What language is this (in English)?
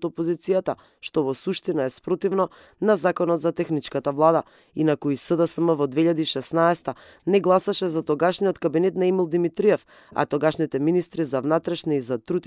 Macedonian